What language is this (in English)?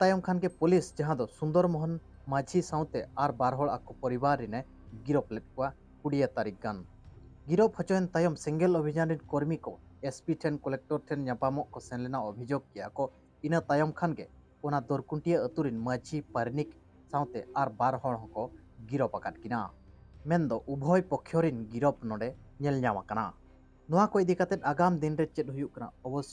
Santali